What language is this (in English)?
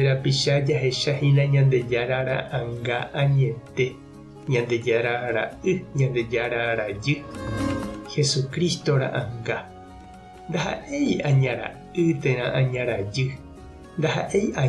Guarani